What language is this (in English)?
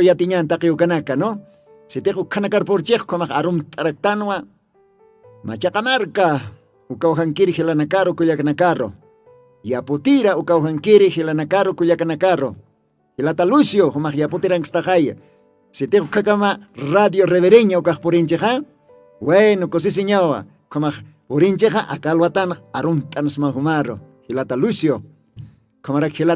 Aymara